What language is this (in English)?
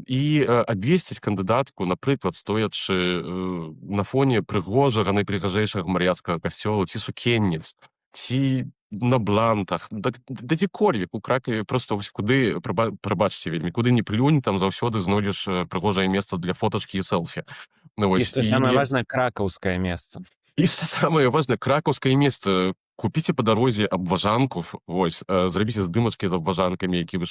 Belarusian